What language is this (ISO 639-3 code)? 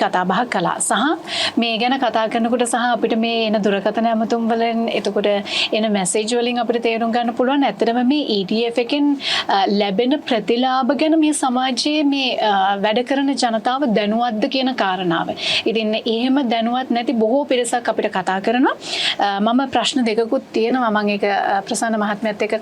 sin